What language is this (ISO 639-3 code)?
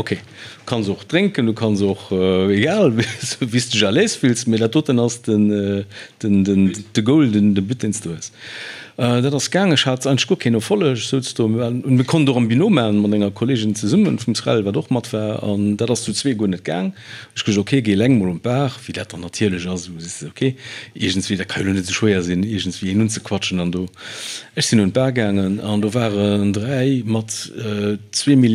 ltz